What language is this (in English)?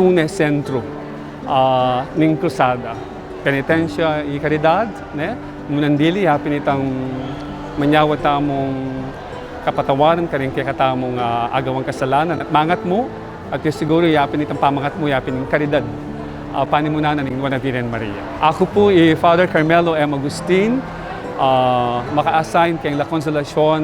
Pampanga